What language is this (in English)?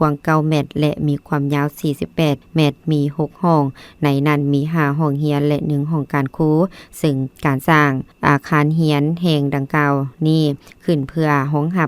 Lao